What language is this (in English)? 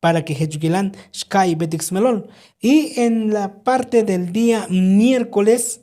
Tzotzil